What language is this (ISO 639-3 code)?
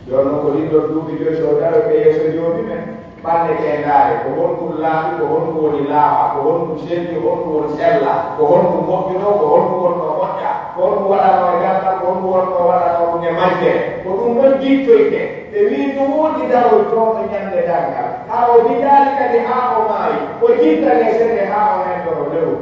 fuf